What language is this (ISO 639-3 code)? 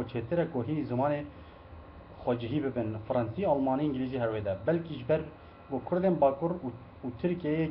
kur